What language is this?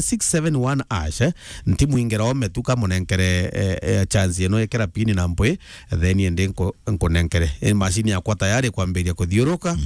Meru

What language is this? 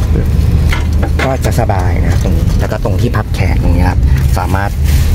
Thai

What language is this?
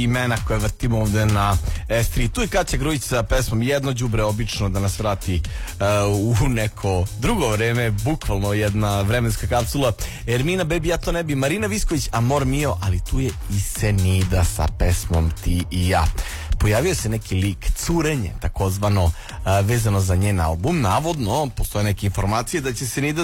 Serbian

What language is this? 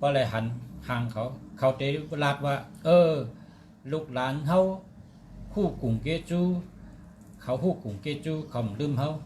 Shan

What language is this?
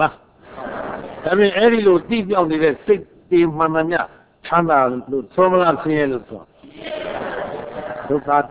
Burmese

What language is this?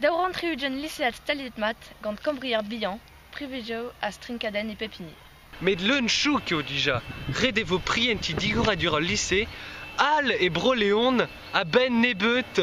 Breton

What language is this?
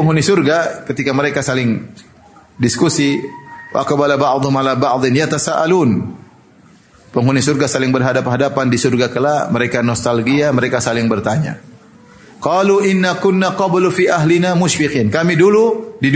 Indonesian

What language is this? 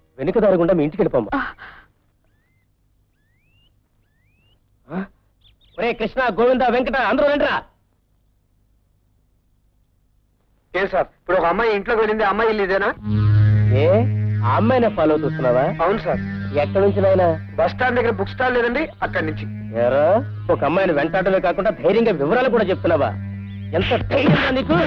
Telugu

